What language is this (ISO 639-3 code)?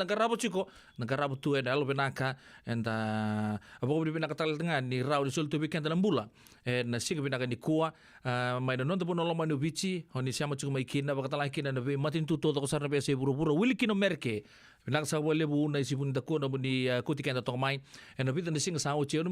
fij